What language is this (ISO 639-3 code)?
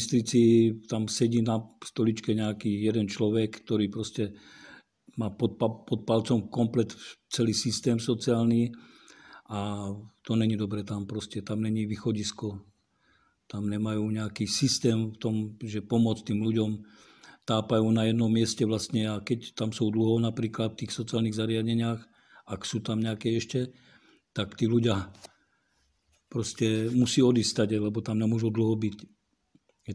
slk